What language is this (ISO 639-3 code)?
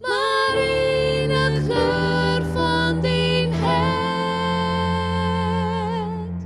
fry